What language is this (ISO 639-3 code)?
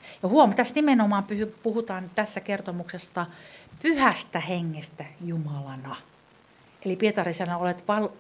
fin